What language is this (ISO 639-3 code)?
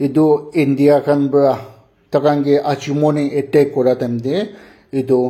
nag